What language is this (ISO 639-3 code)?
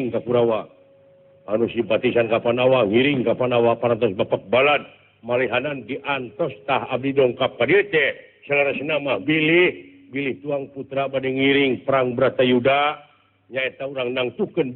sun